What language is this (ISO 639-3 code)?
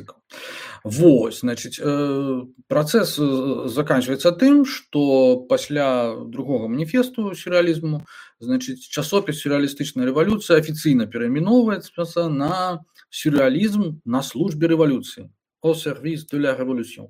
bel